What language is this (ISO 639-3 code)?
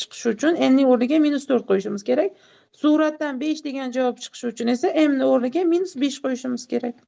uzb